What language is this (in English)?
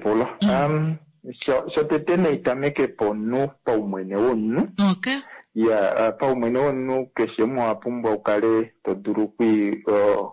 Kuanyama